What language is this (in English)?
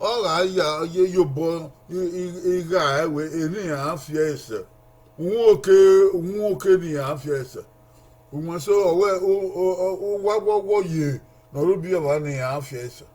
Bini